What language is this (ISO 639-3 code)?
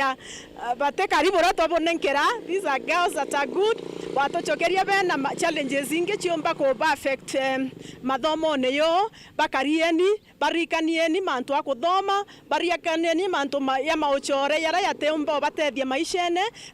mer